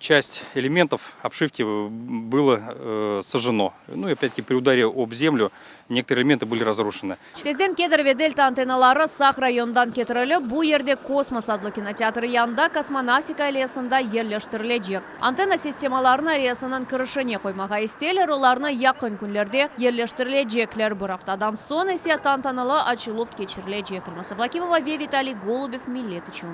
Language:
Crimean Tatar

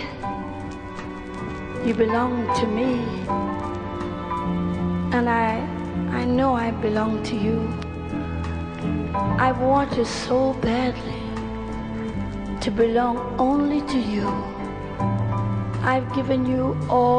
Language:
English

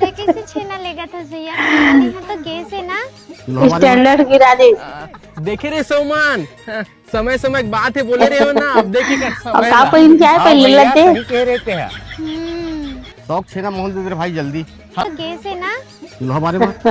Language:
Chhattisgarhi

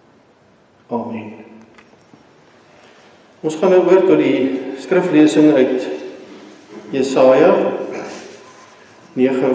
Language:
Afrikaans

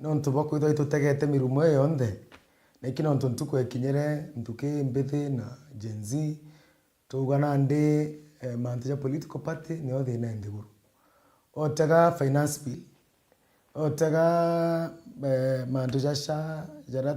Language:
Meru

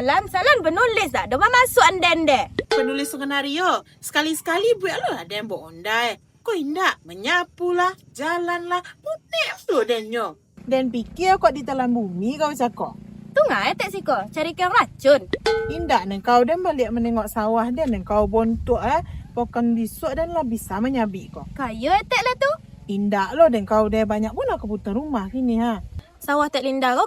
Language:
Minangkabau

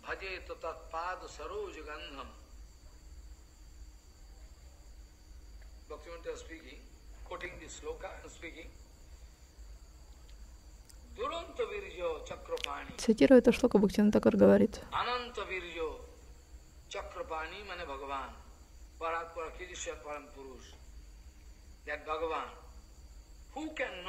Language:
Russian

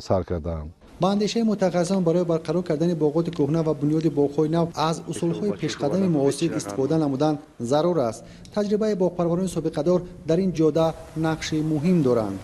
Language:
Tajik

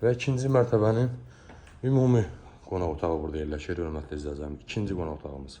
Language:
Azerbaijani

